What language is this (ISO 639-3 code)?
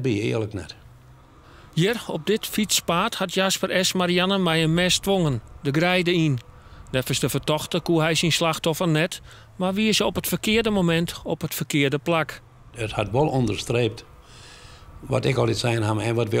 fry